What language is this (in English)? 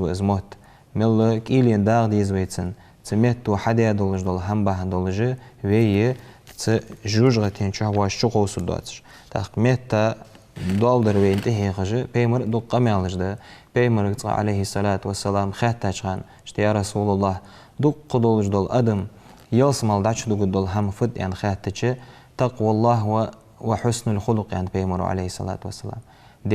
Ingush